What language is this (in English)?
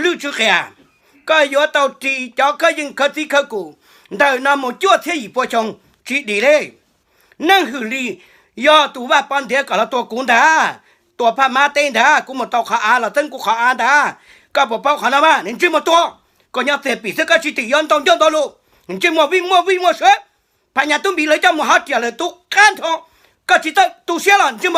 Hmong